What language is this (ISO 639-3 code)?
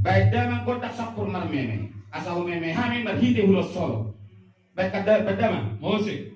bbc